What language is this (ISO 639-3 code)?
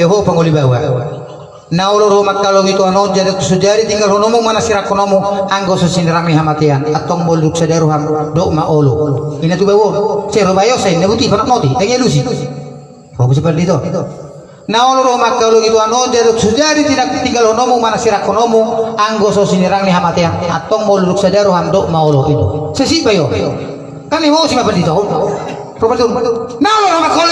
bbc